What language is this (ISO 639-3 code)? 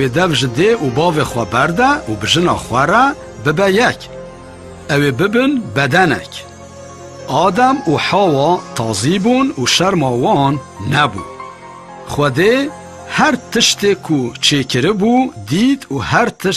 kur